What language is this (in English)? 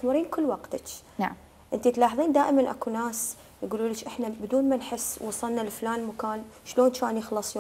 Mesopotamian Arabic